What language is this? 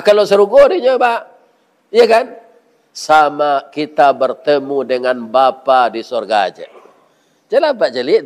Minangkabau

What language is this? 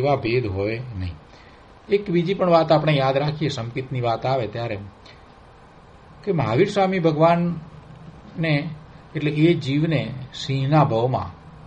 Gujarati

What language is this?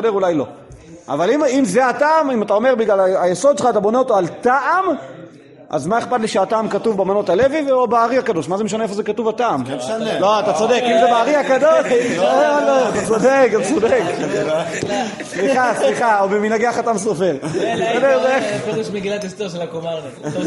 Hebrew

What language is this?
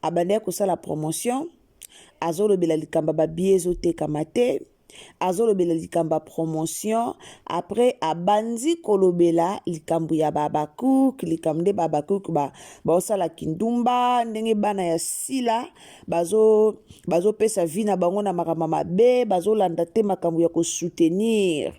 Lingala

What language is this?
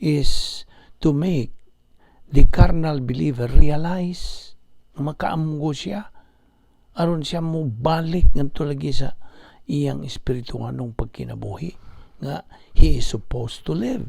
Cebuano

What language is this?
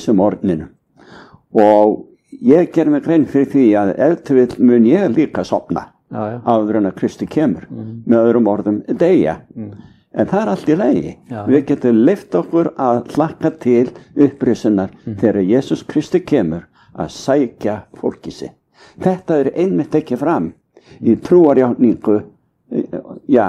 Icelandic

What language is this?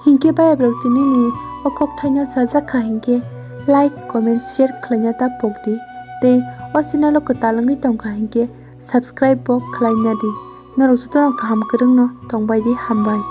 Kok Borok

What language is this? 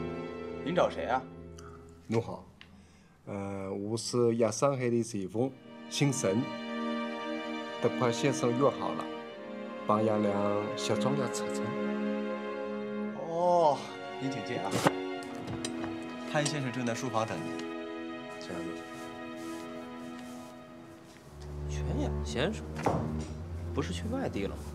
Chinese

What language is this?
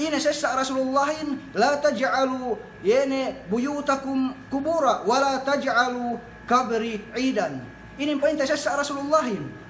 Yakan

